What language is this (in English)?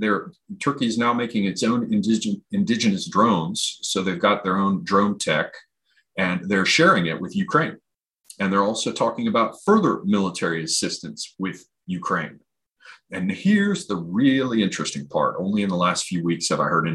English